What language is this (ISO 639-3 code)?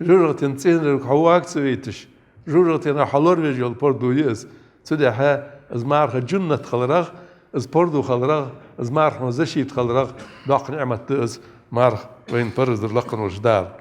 inh